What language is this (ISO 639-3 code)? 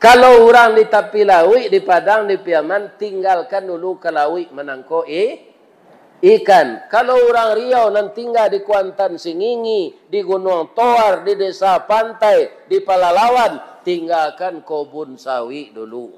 min